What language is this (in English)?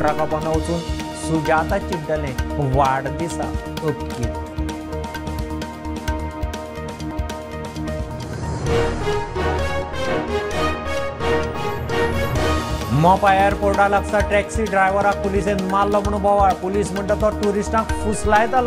Konkani